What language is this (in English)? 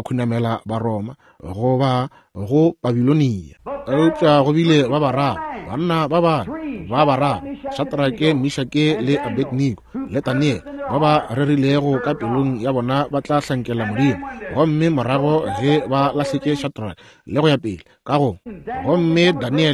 Northern Sotho